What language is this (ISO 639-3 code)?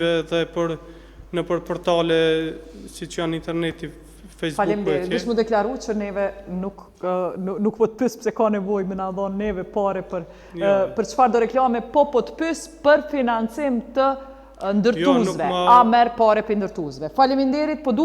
sqi